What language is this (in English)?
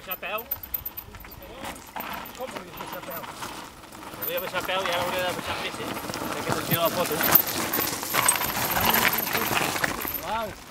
Catalan